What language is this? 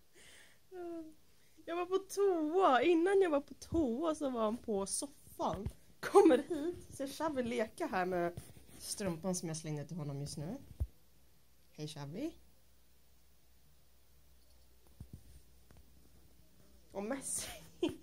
Swedish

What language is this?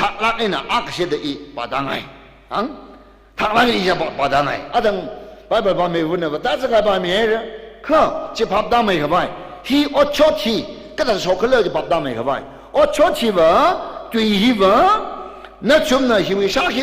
Tangkhul Naga (India)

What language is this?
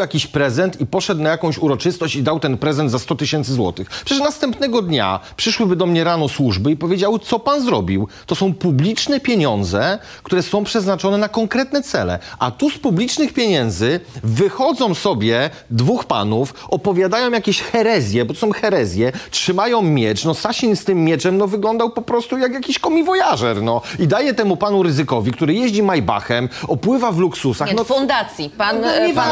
Polish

